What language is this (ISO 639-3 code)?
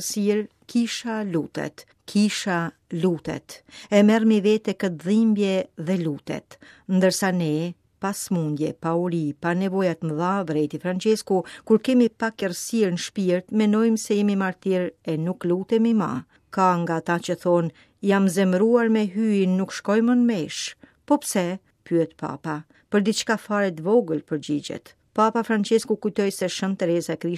sqi